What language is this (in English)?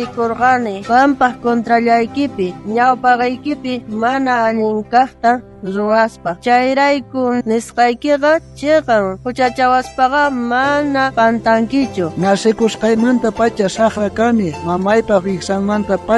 South Bolivian Quechua